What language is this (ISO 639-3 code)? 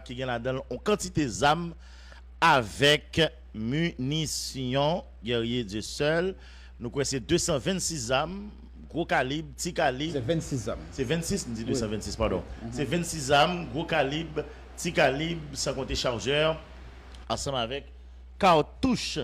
hat